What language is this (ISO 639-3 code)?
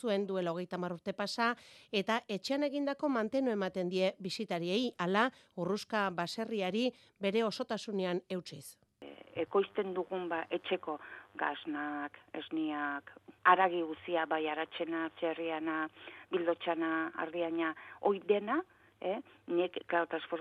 eus